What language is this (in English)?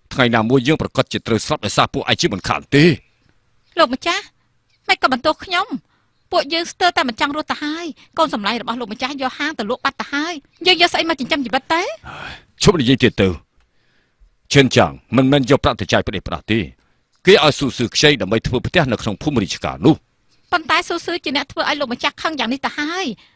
Khmer